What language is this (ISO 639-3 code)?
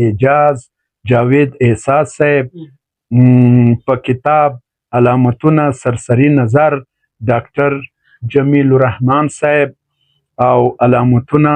pus